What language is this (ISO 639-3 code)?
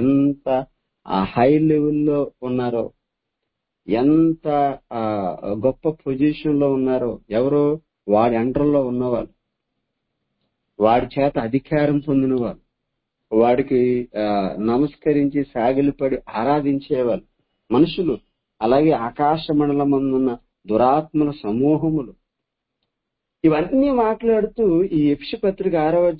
tel